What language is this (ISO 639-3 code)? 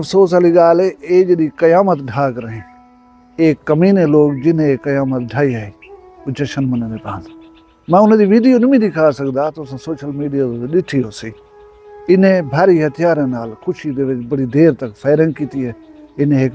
skr